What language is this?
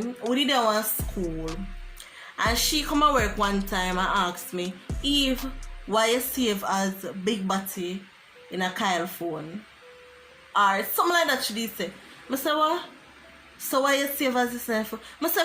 Jamaican Creole English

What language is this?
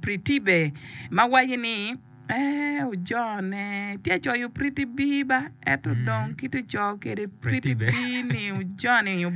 Acoli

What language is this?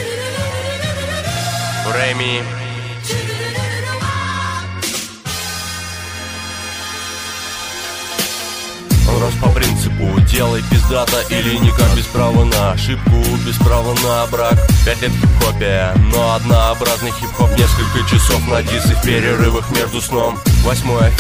Russian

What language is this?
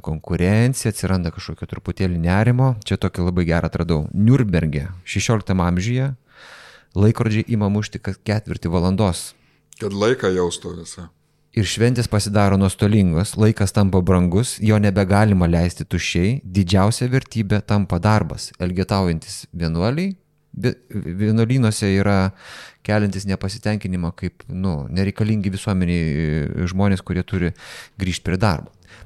Lithuanian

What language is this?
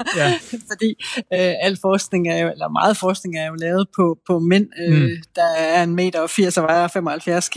Danish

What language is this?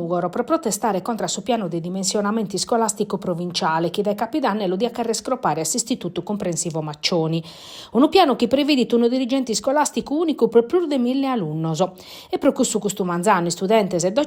Sardinian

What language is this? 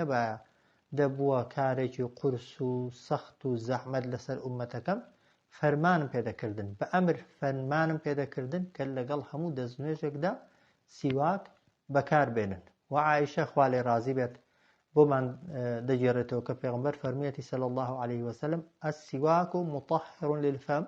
Central Kurdish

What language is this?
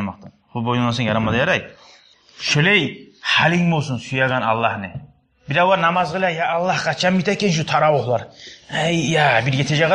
Kumyk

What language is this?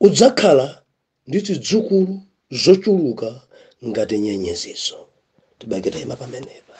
Nyanja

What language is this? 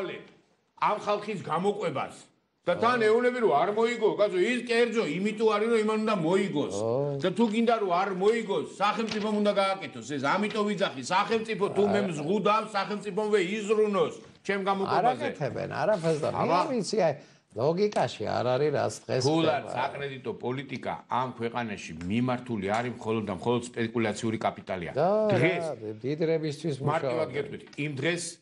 Georgian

